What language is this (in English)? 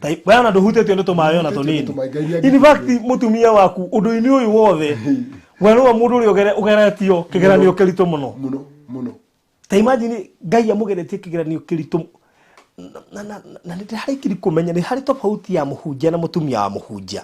Kikuyu